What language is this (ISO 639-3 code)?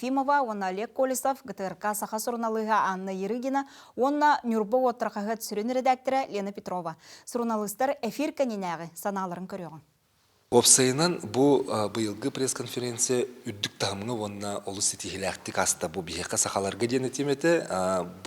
sah